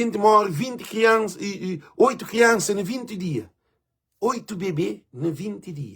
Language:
Kabuverdianu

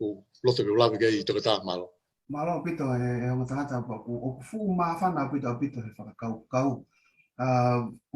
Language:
Tongan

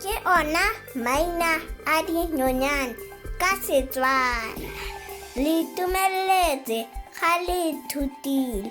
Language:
Tswana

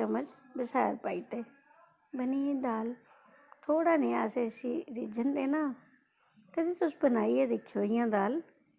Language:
Dogri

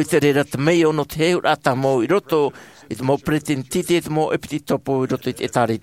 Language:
Tahitian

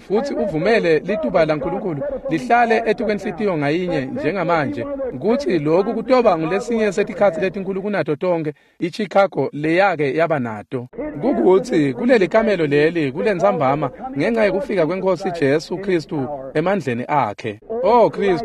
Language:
Swati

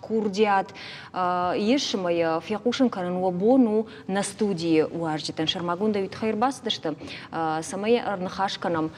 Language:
Ossetic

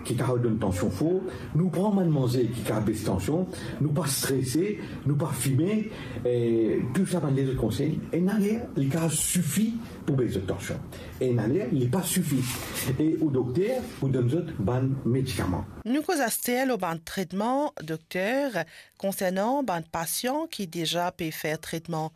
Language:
Morisyen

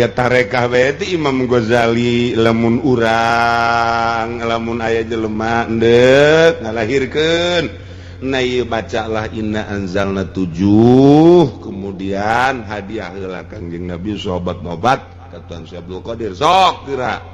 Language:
Sundanese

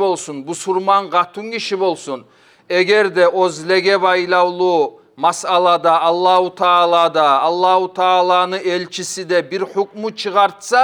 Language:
Kumyk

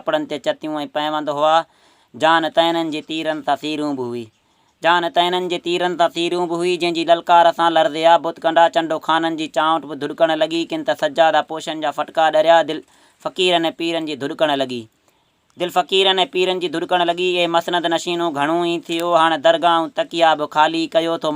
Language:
Sindhi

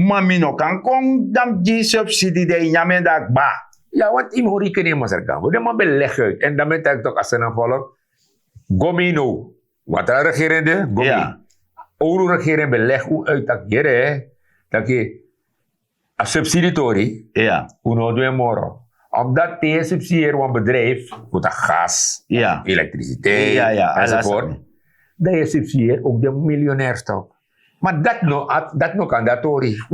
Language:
Sranan Tongo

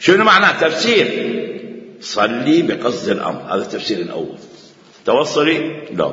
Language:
Mesopotamian Arabic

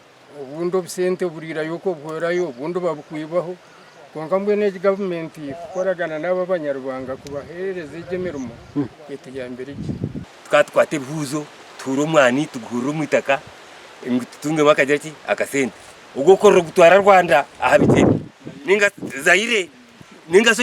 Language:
Nyankole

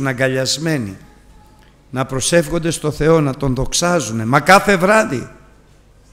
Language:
Greek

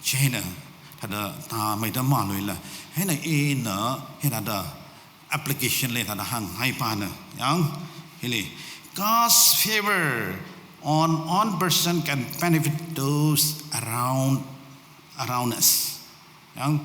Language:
Tangkhul Naga (India)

